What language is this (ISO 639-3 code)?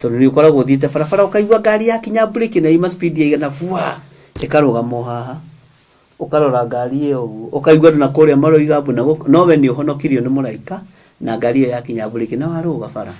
kik